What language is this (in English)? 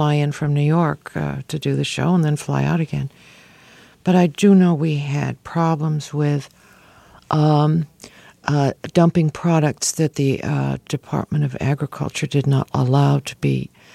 English